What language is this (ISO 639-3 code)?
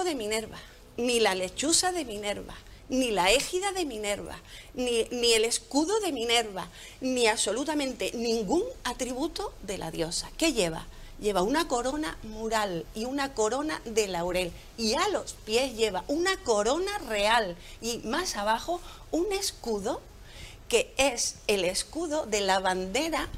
spa